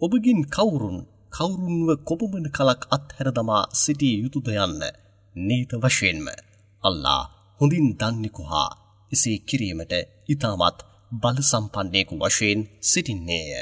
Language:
Sinhala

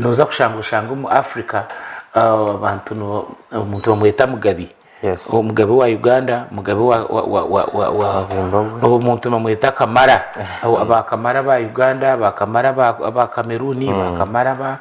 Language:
Nyankole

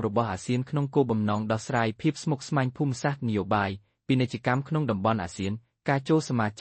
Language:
Khmer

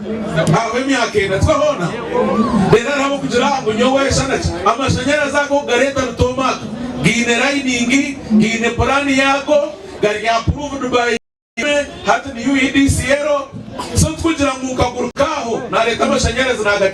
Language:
Nyankole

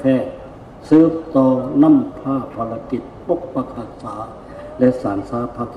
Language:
Lao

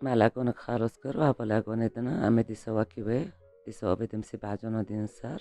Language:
Kurdish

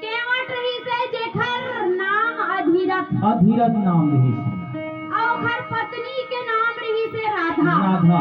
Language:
Chhattisgarhi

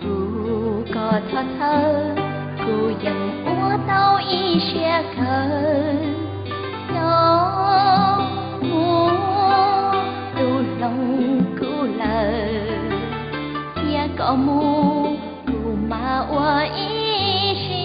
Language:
Hmong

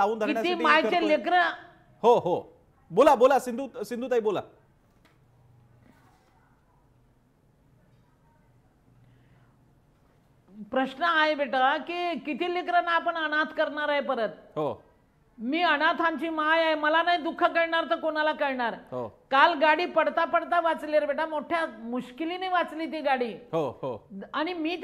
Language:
Marathi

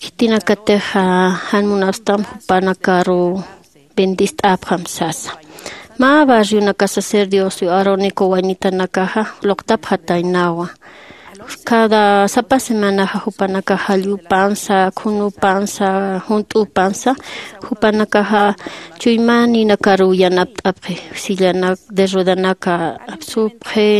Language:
Aymara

